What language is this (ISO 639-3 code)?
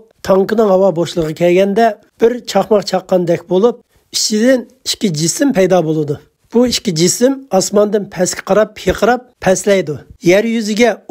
uig